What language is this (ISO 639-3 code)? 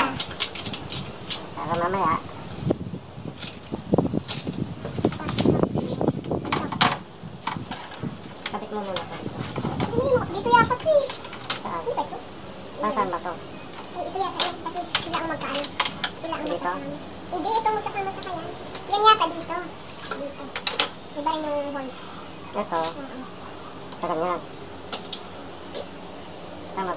fil